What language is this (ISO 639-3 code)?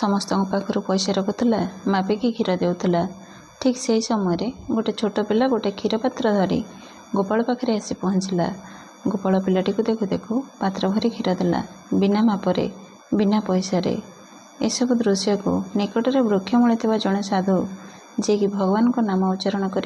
ori